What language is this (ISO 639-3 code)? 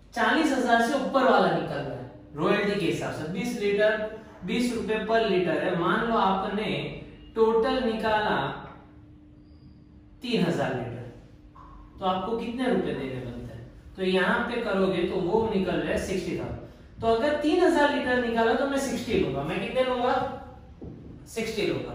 hin